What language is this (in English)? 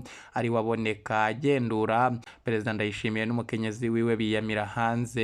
Rundi